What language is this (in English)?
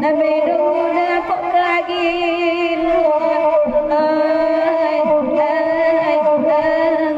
Minangkabau